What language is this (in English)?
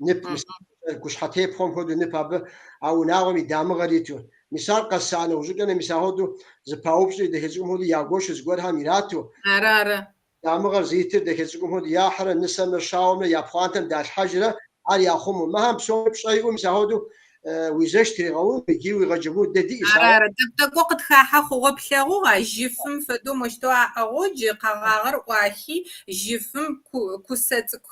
Kabardian